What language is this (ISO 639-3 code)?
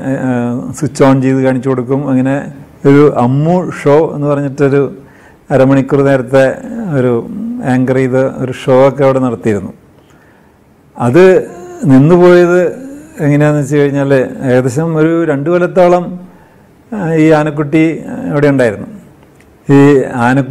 mal